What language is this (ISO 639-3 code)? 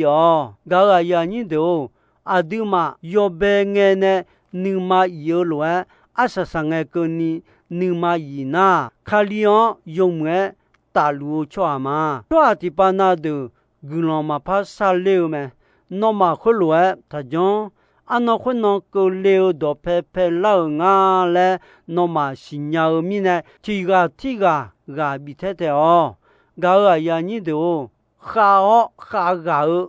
ahk